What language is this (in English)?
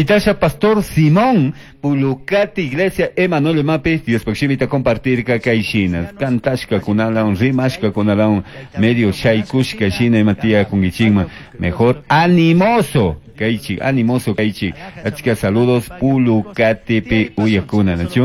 Chimborazo Highland Quichua